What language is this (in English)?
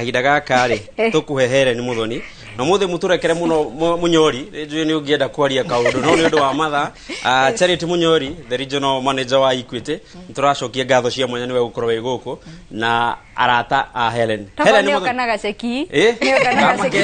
Kikuyu